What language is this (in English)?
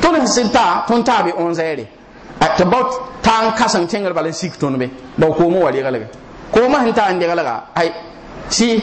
Mossi